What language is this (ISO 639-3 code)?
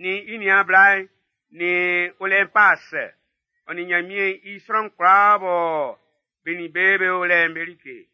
bci